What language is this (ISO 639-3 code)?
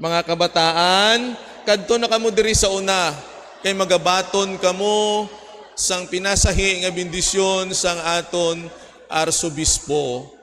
hil